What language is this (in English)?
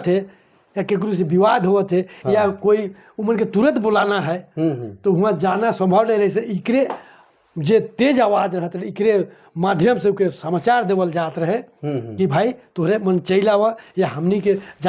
Sadri